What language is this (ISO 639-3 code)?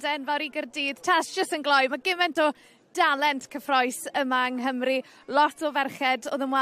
cym